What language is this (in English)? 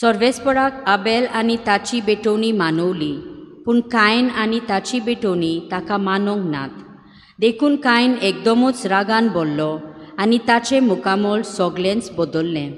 Konkani